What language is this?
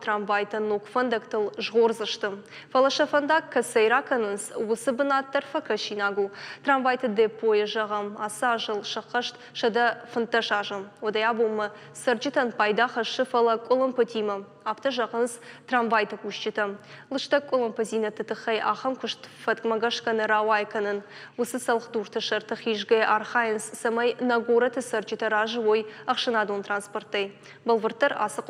Ossetic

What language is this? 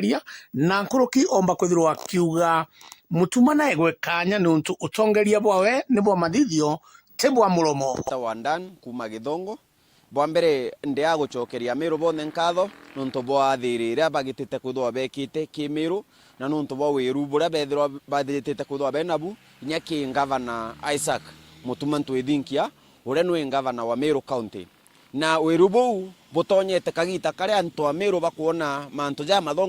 Meru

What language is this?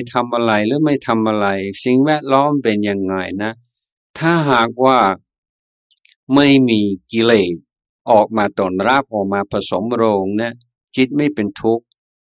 Thai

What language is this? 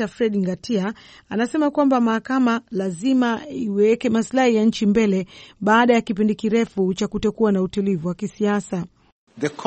Swahili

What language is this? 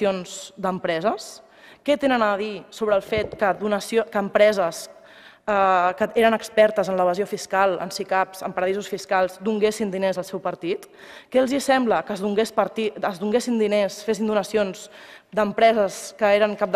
Catalan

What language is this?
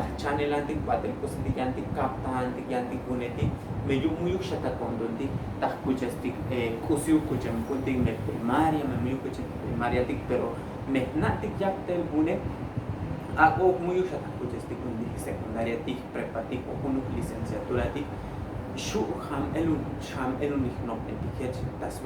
Tzotzil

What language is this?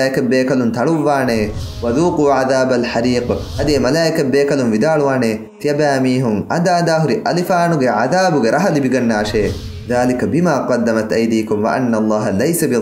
Divehi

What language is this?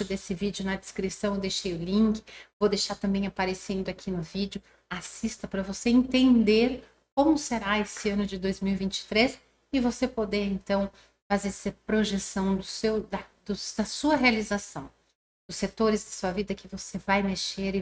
Portuguese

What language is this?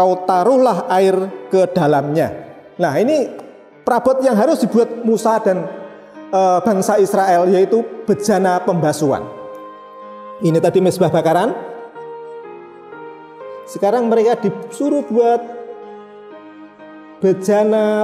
Indonesian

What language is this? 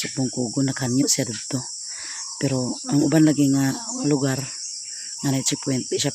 Cebuano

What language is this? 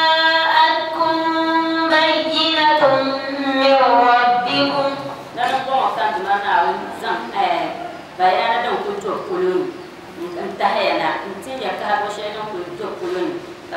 Dagbani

